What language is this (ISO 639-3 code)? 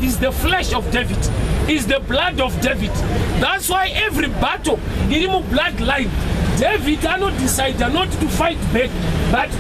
sna